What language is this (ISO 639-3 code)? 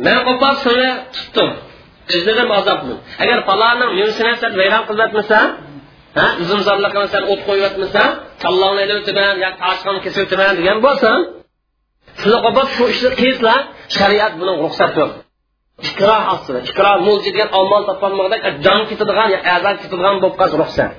uig